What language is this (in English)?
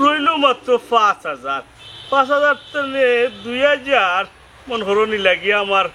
Sylheti